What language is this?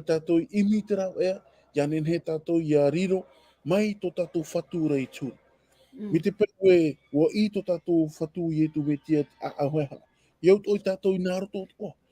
Tahitian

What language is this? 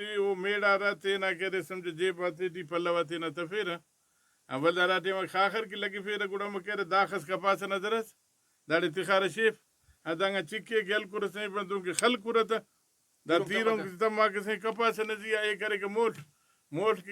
Brahui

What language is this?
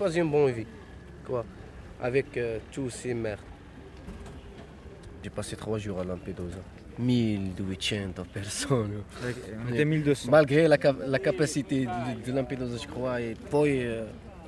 French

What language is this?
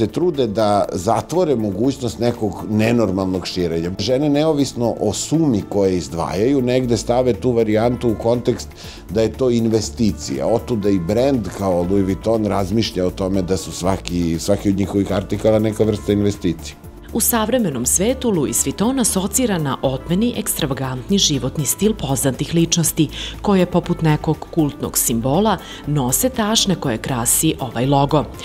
Serbian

